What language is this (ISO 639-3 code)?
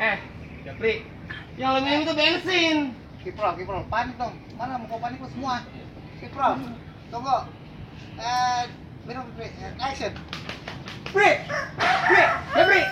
bew